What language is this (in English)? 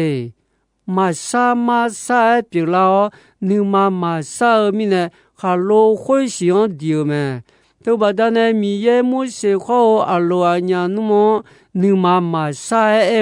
Akha